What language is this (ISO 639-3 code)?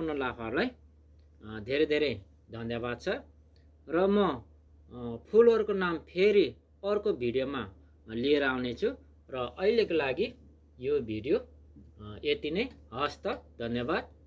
nep